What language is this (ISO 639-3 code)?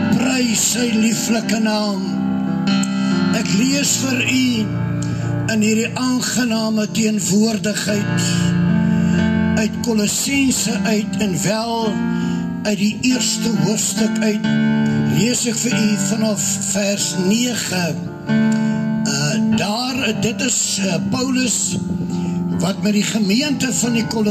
afr